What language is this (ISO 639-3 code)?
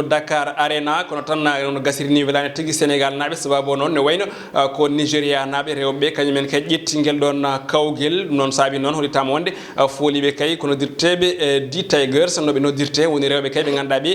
ful